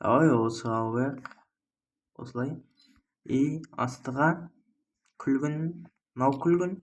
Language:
Kazakh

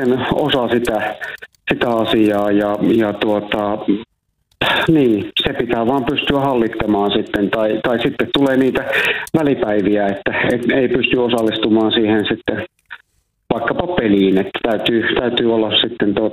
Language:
Finnish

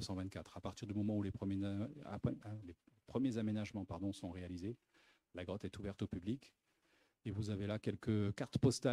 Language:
French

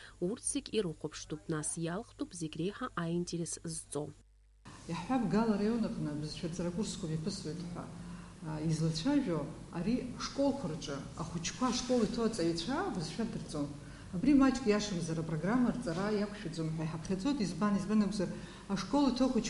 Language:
Abkhazian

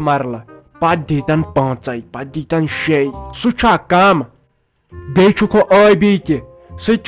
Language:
Kashmiri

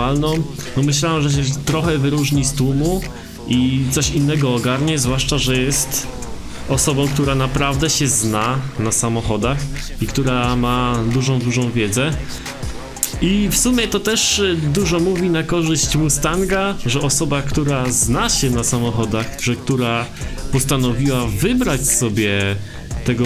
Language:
Polish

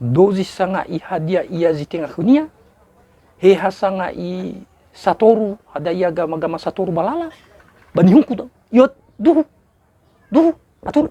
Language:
Nias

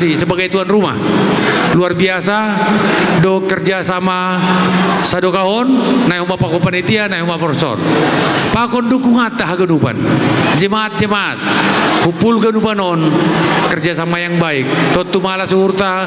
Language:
Batak Simalungun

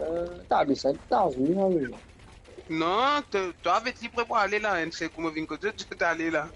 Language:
Morisyen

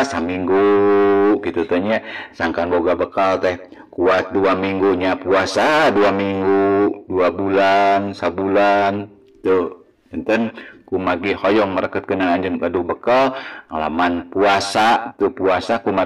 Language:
Sundanese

